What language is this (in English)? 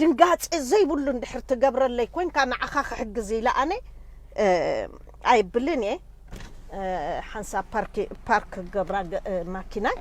Tigrinya